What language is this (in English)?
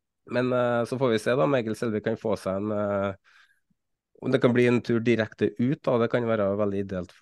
Norwegian